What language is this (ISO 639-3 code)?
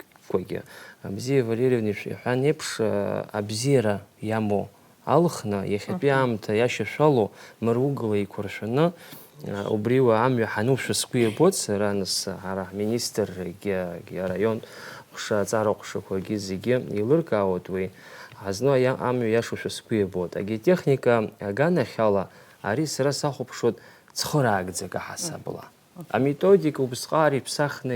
abk